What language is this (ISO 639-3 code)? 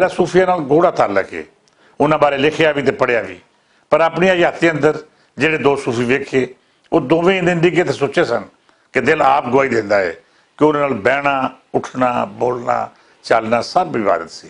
lah